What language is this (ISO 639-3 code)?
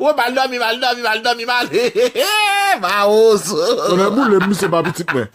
hat